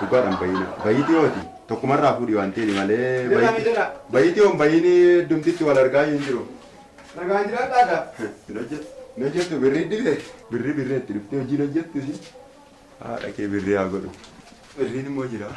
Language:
Oromo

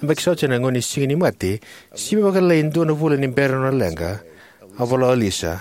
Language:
Fijian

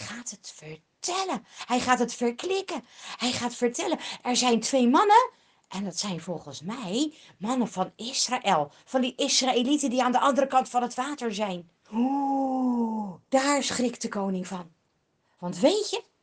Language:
Dutch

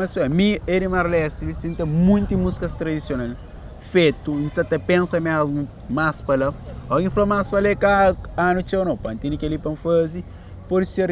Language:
Kabuverdianu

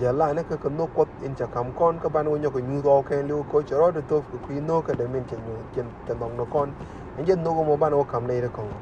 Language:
Nuer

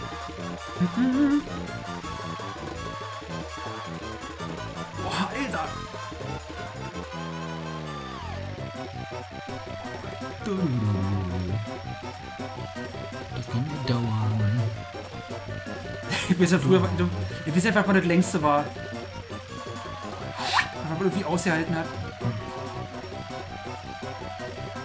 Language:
German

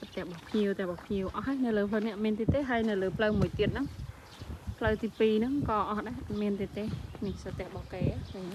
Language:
Khmer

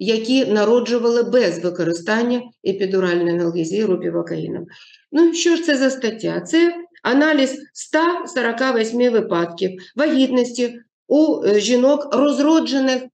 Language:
Ukrainian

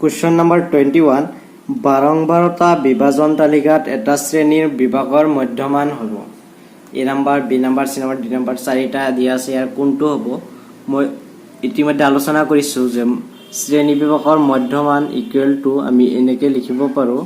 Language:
Assamese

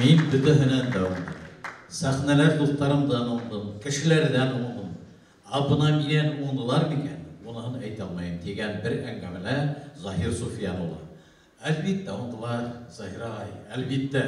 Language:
Bashkir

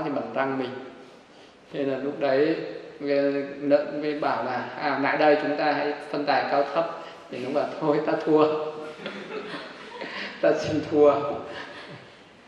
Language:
Vietnamese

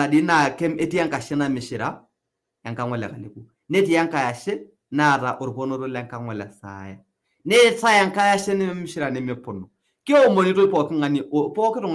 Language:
Masai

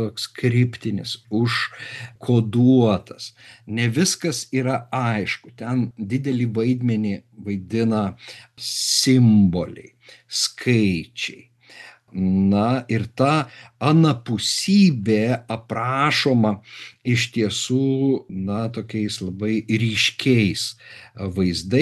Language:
Lithuanian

